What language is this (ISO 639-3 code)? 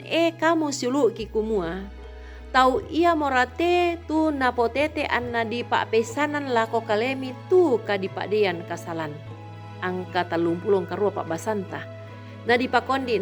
sda